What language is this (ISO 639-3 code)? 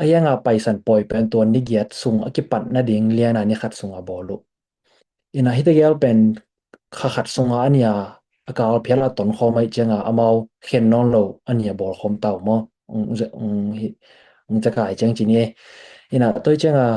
ctd